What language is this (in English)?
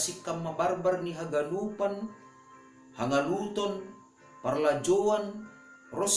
Batak Simalungun